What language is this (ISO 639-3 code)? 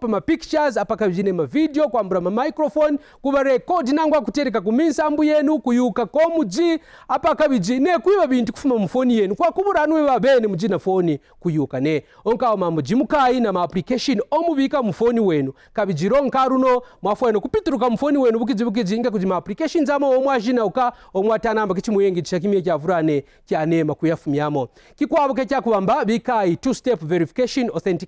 kqn